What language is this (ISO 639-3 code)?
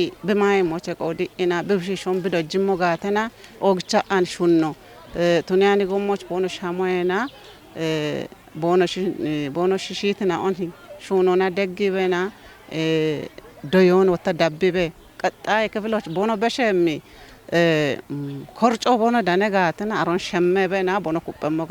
kbr